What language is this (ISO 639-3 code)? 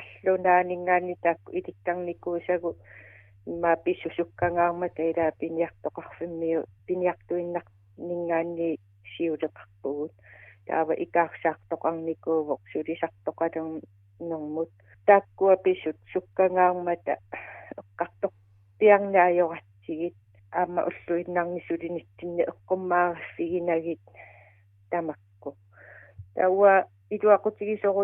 kal